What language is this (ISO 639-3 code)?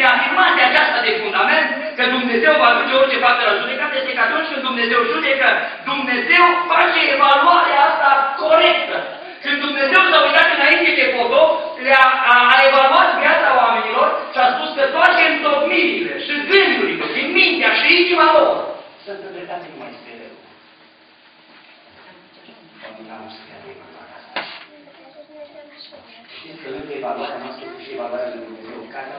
ron